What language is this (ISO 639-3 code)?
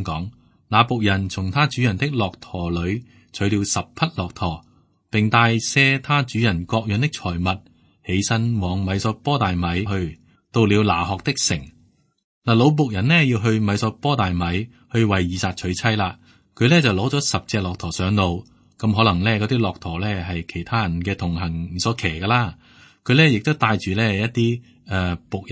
yue